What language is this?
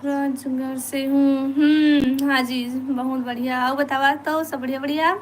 Chhattisgarhi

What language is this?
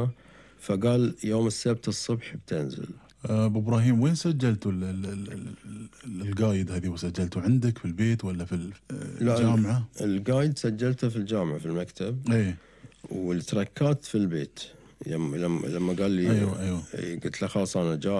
Gulf Arabic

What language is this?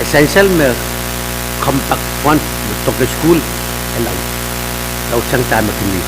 Pohnpeian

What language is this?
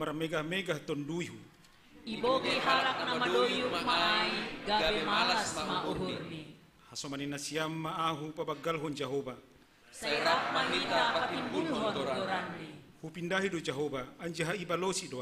Batak Simalungun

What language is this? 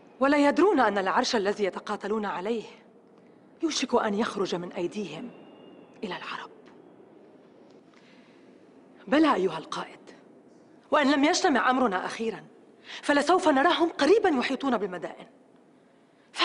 Arabic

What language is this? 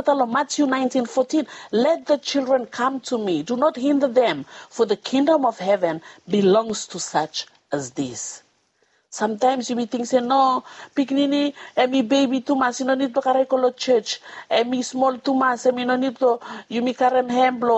Bislama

